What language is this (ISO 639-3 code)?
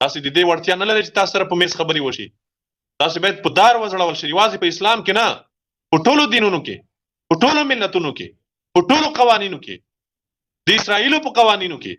pus